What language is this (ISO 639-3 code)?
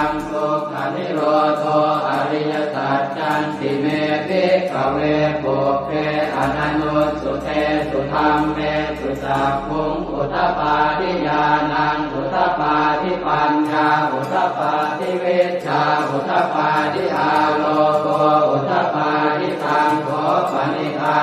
pli